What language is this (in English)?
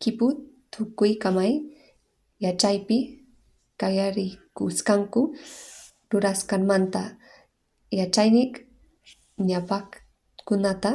Quechua